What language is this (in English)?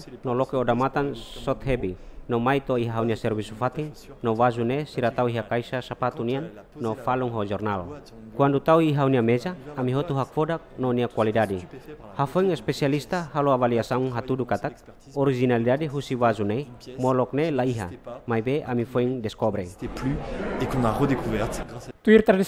Tetum